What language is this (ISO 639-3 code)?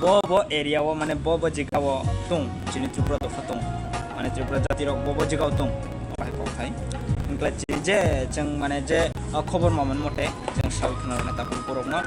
trp